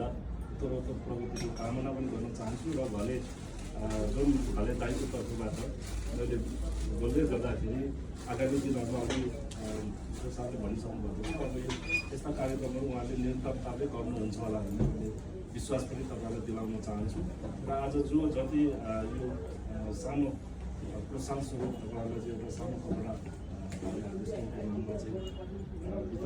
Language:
Nepali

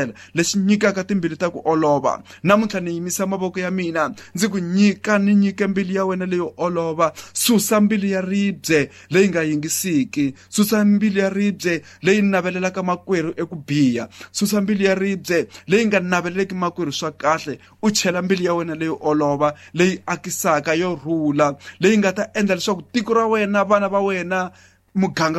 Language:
Tsonga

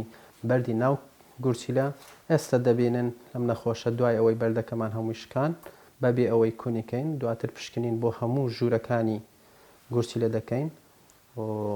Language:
Central Kurdish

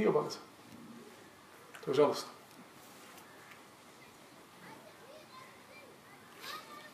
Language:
Bosnian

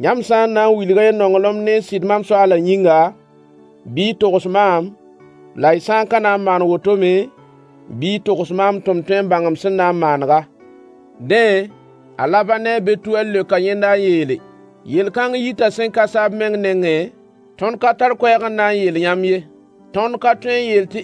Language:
Mossi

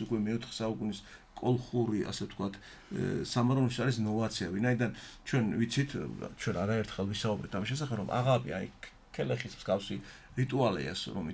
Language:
Georgian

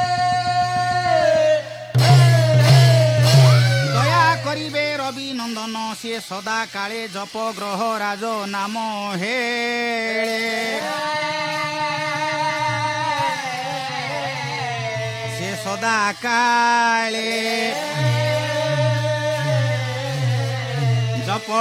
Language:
Odia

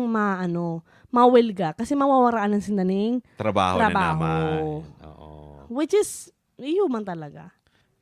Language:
Bikol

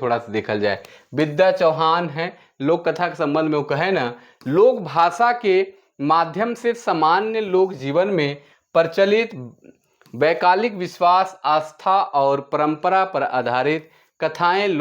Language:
Sadri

